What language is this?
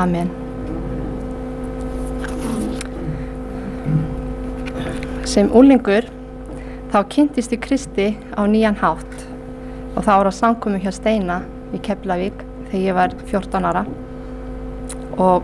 Icelandic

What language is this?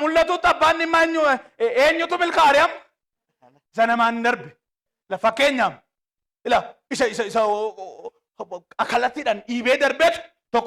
Oromo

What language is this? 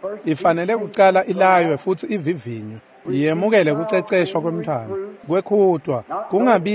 Swati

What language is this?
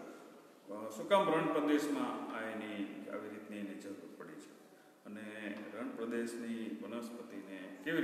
Gujarati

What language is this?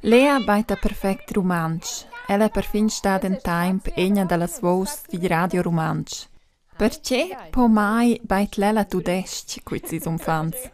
Romansh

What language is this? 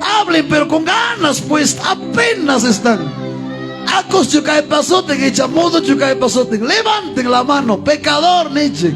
Ayacucho Quechua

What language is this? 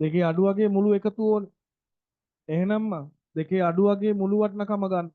Sinhala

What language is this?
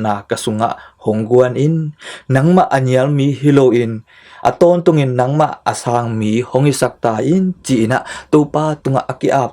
Tedim Chin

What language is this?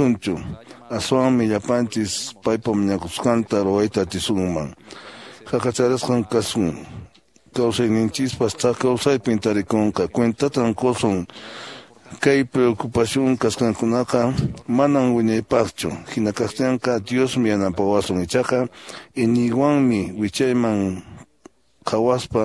Quechua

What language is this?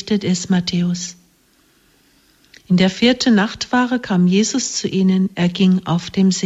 German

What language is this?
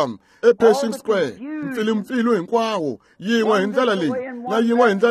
Tsonga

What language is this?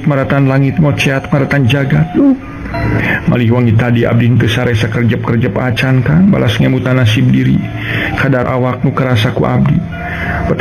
Sundanese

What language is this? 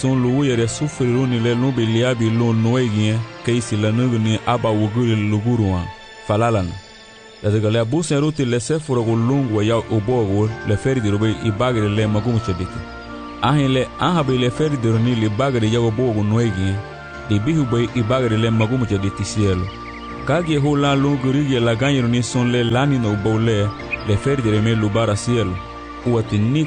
Garifuna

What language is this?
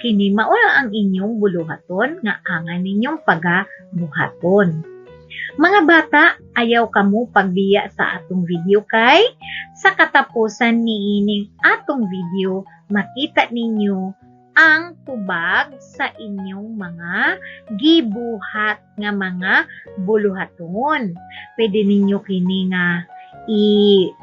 Cebuano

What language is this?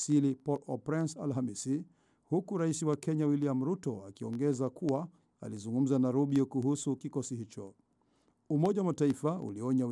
Swahili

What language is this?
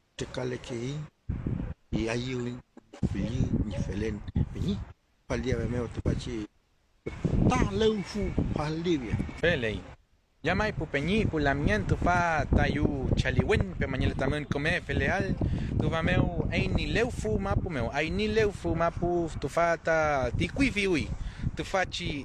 Mapuche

